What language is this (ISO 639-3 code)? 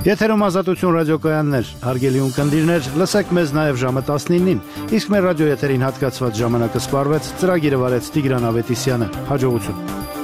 hye